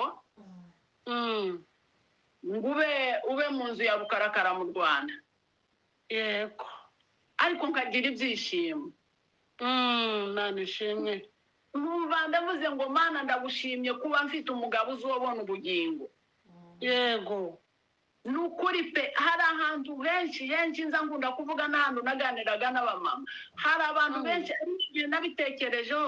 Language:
Kinyarwanda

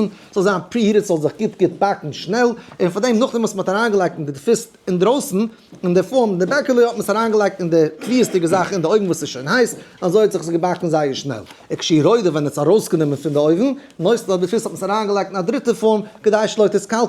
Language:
Yiddish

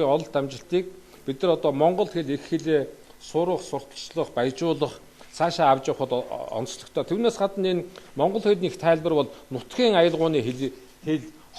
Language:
Mongolian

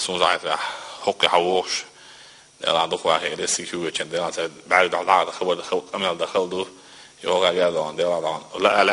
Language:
Chechen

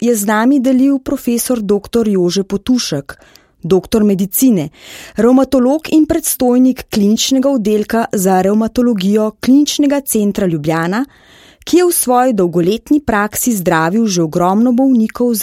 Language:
Slovenian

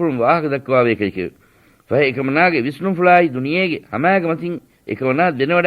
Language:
Divehi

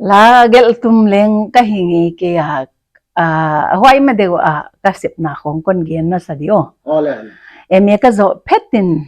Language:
Paite Chin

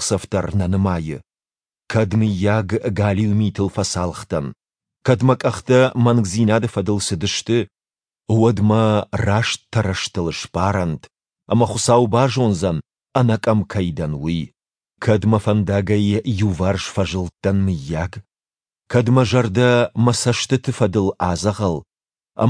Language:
Ossetic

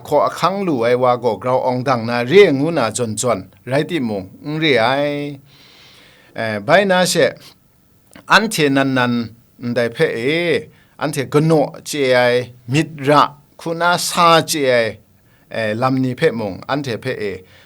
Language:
Kachin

